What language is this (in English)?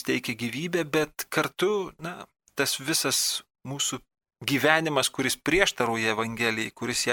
Lithuanian